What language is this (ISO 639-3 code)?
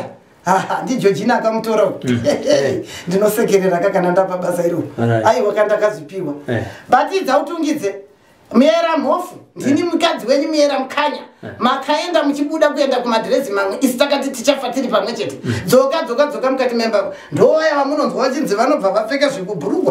sna